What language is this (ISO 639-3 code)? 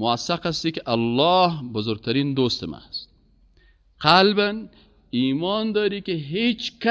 fas